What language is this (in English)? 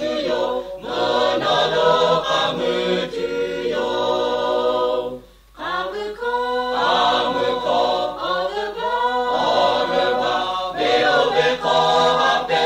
Lahu